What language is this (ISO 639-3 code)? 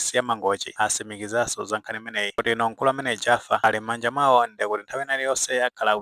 nya